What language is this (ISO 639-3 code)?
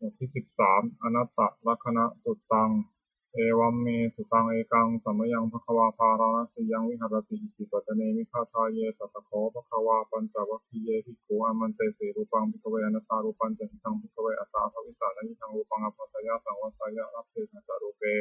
pli